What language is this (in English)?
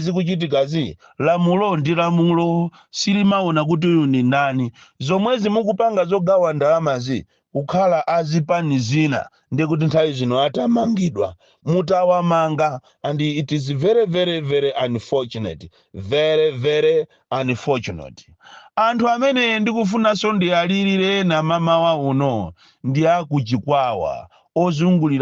Nyanja